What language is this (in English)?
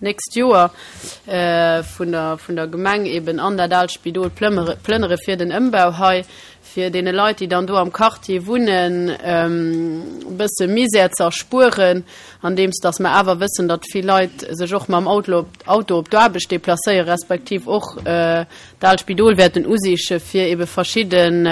Luxembourgish